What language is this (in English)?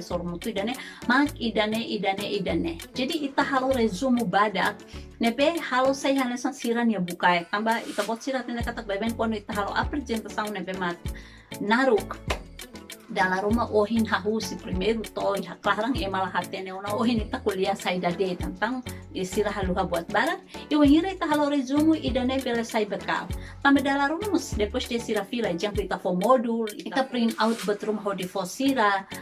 Tetum